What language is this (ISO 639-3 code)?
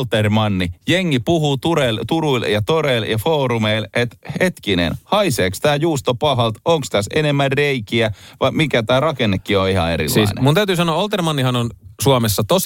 fin